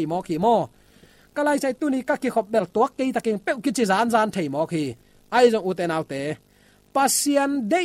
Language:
Tedim Chin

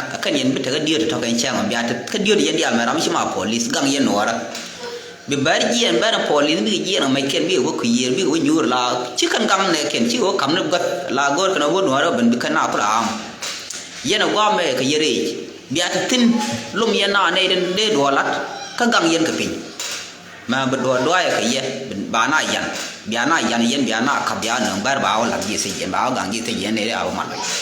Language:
Nuer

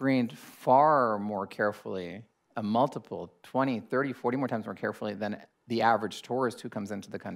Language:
English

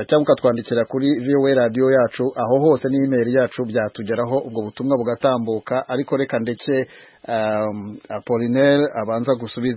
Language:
Kinyarwanda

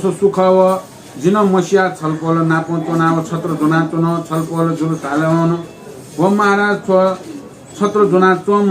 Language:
Newari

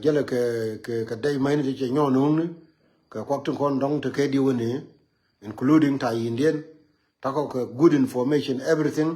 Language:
Nuer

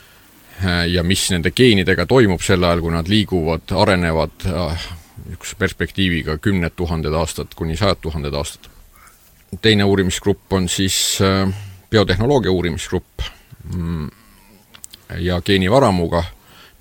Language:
Estonian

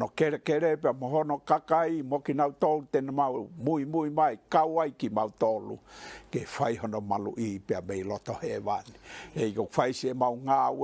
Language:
Tongan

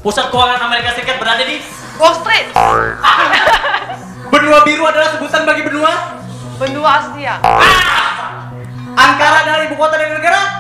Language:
Indonesian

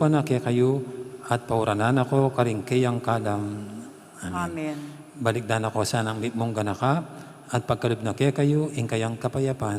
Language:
Pampanga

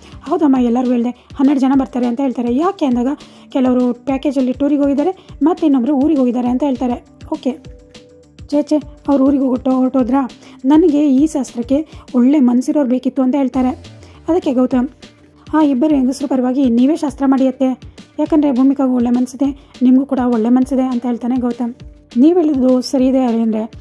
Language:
Kannada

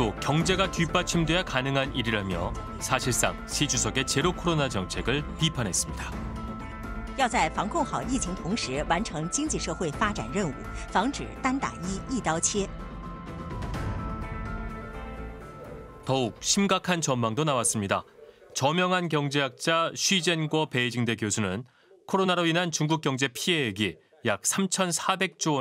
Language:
Korean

